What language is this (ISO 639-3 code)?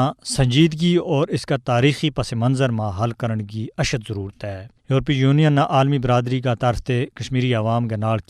gju